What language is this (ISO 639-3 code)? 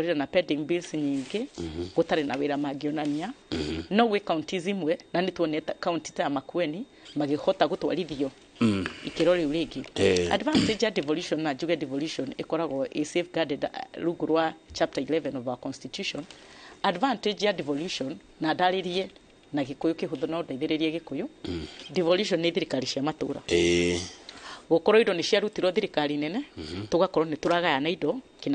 kik